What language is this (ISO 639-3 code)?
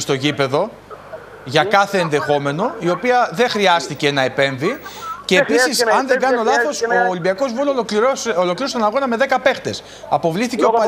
ell